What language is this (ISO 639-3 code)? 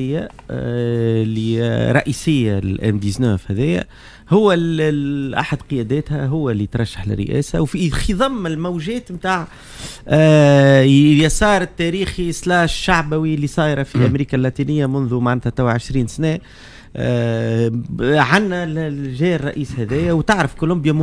aeb